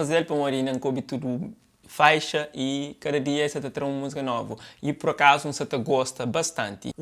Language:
Kabuverdianu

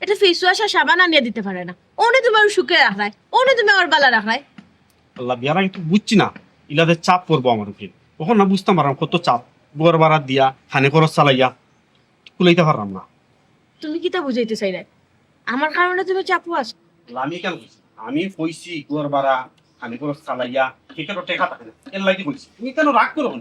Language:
Sylheti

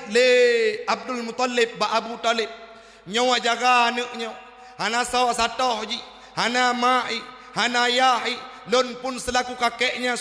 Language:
Achinese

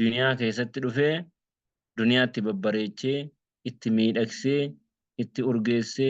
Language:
Oromo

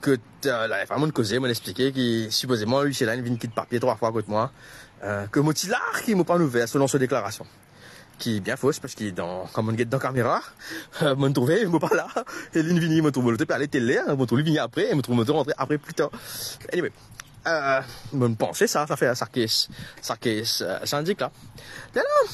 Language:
Morisyen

